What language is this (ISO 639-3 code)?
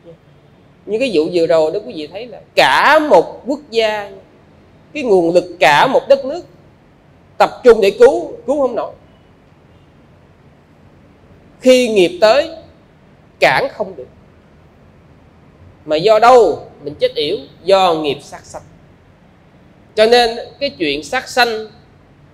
vie